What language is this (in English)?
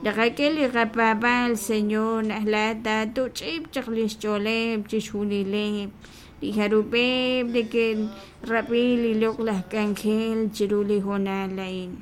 Kekchí